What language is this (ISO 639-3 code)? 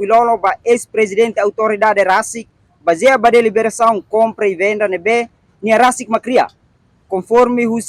tet